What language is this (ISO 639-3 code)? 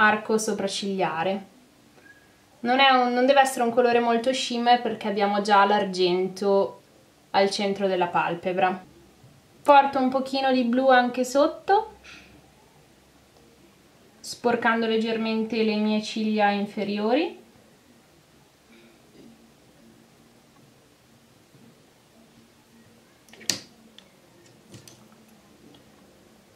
ita